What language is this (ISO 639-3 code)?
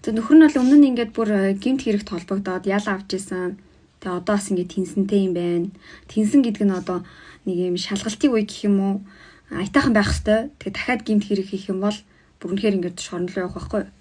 mon